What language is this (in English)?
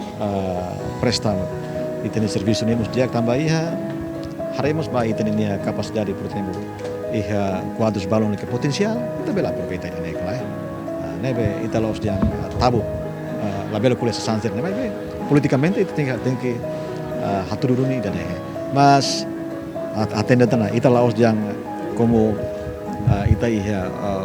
Tetum